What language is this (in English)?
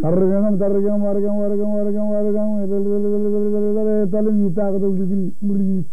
Marshallese